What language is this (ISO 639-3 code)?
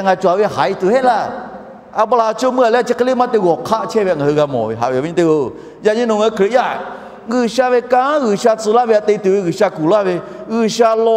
lhu